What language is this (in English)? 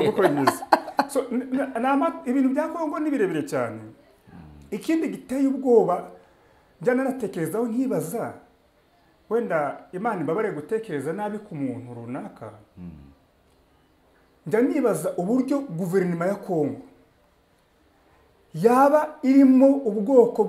Kinyarwanda